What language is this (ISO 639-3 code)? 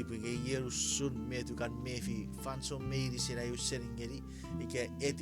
chk